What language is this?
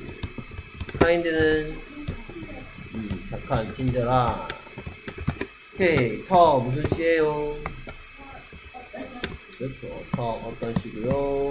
Korean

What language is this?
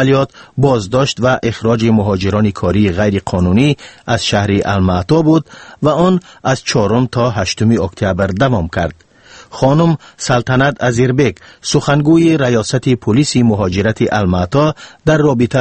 Tajik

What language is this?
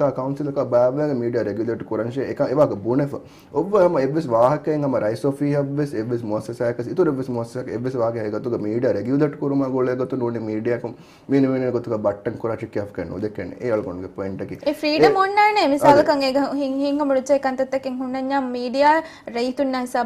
Divehi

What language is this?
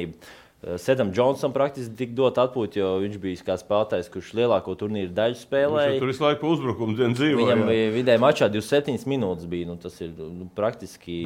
Latvian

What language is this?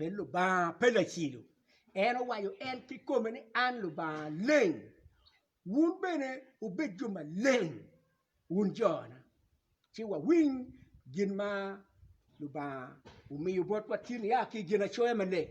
Acoli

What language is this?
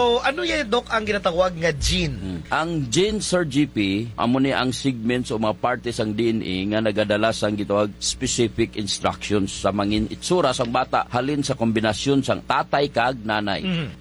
Hiligaynon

